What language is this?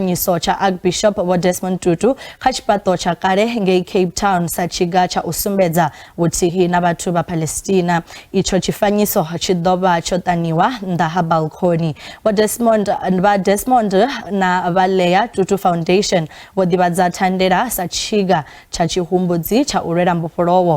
Venda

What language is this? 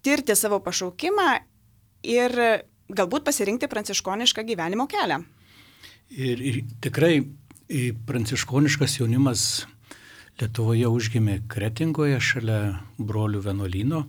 Lithuanian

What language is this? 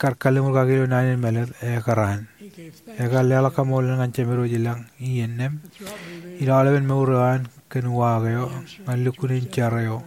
Marshallese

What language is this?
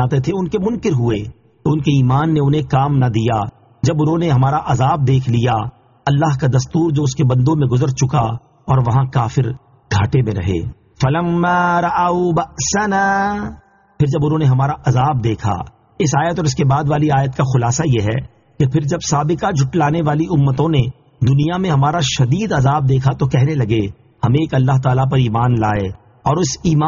Urdu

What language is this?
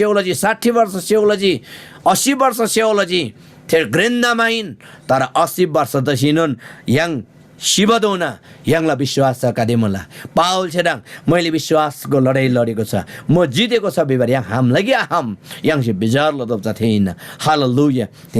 Eastern Tamang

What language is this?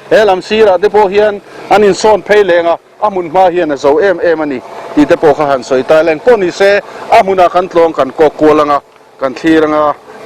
Mizo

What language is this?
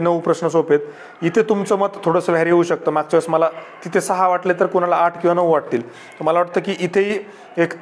Marathi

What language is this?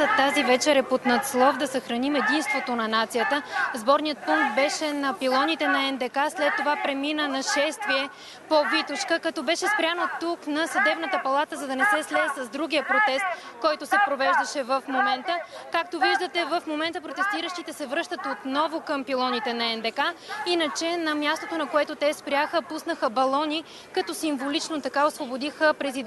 Bulgarian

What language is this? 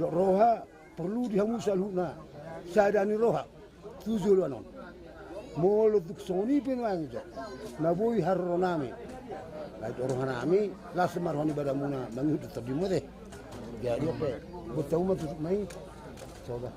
Batak Toba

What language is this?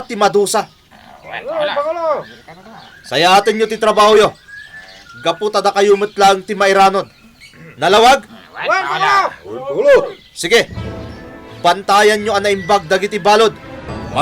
Iloko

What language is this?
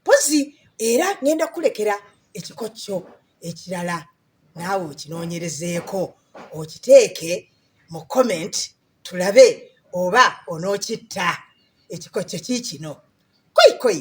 Ganda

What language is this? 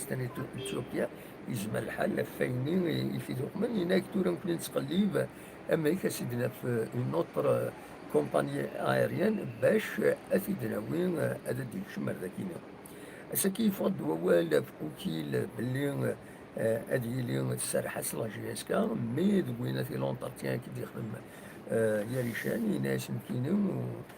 Kabyle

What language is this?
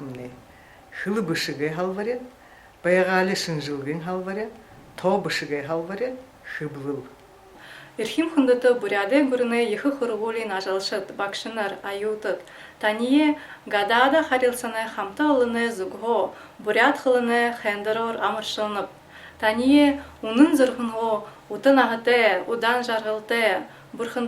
Buriat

